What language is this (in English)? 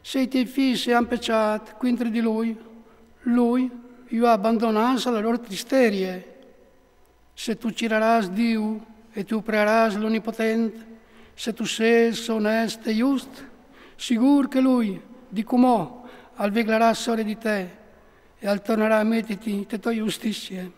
Friulian